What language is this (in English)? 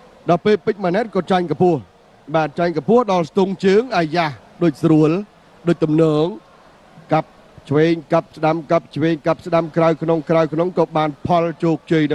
Khmer